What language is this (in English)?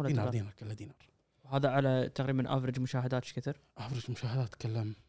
Gulf Arabic